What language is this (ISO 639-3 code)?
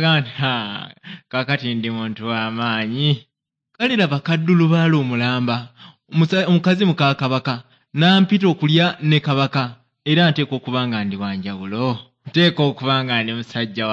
lug